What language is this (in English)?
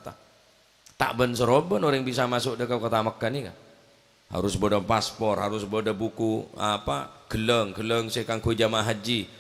Madurese